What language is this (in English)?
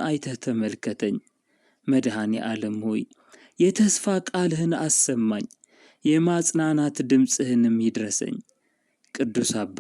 Amharic